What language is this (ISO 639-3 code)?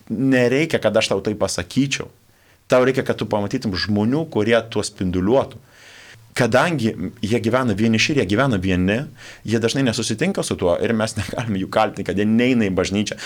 lit